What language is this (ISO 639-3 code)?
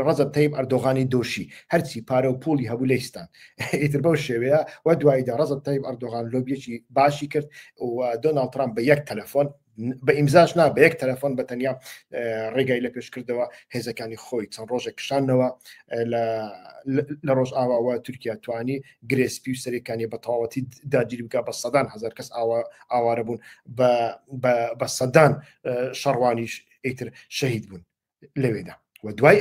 ckb